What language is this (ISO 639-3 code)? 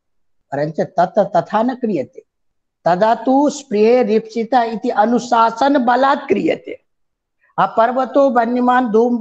san